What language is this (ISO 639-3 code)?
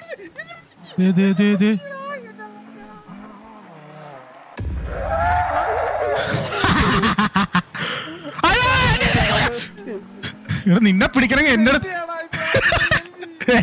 mal